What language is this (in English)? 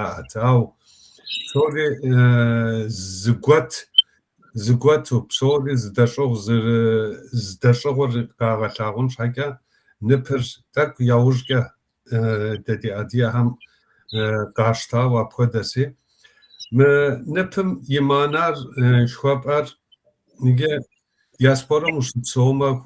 Kabardian